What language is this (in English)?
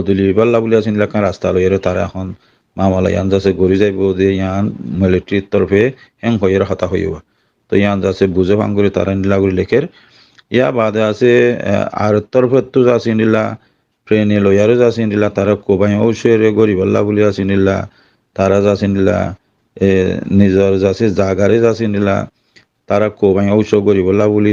Rohingya